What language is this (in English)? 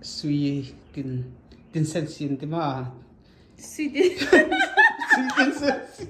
Hakha Chin